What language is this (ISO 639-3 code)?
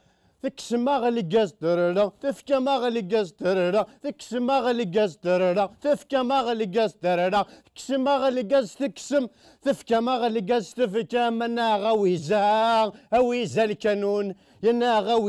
kab